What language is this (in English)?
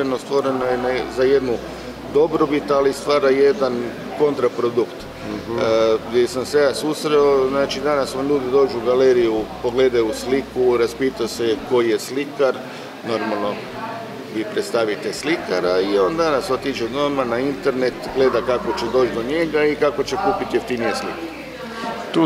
Croatian